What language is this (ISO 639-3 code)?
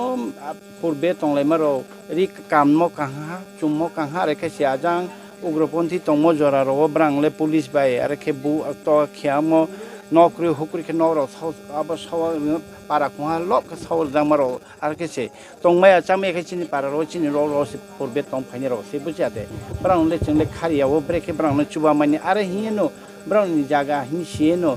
ria